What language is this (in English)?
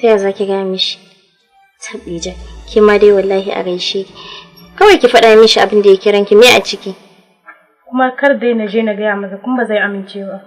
Hausa